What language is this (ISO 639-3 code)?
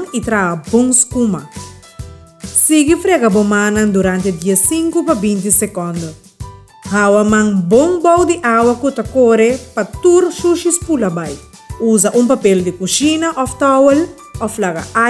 pap